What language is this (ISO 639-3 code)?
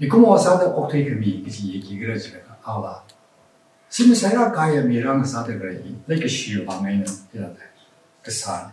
nmf